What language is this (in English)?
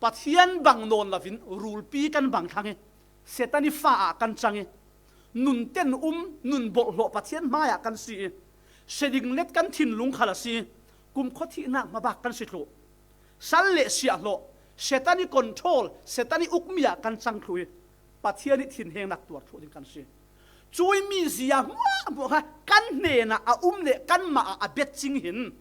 Falam Chin